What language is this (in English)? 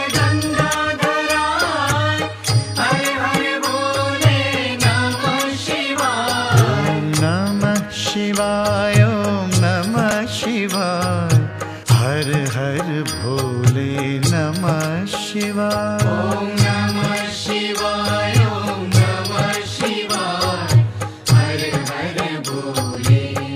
Hindi